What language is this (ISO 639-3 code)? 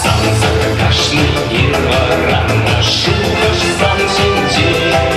chv